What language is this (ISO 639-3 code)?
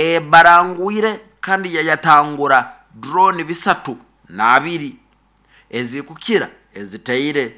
nyo